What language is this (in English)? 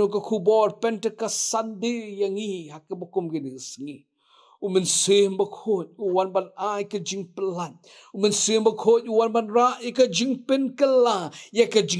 Khasi